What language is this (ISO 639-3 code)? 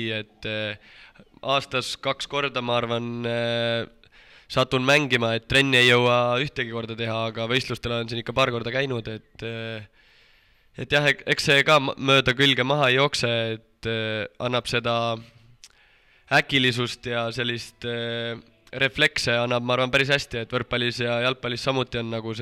est